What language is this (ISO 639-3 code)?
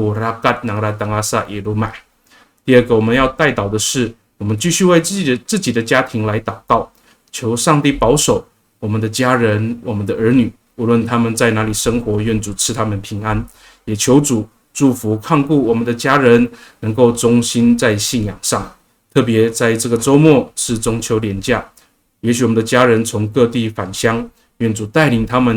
ami